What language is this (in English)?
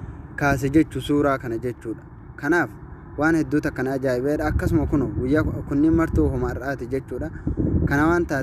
Oromo